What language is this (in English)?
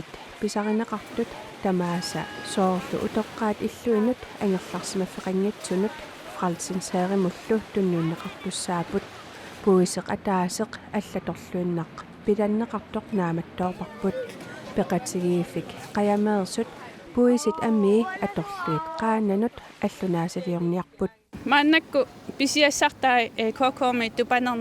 Kalaallisut